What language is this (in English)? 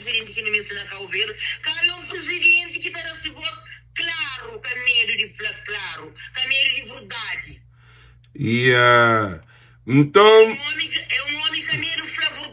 Kabuverdianu